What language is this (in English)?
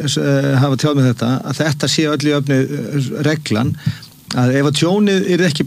Icelandic